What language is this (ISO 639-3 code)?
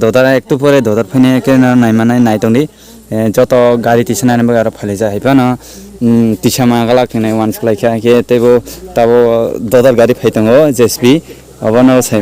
trp